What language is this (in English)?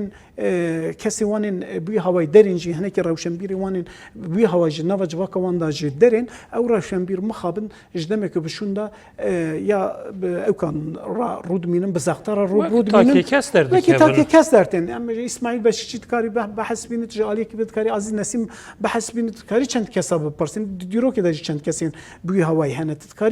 Kurdish